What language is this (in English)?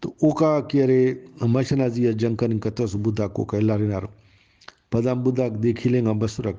Brahui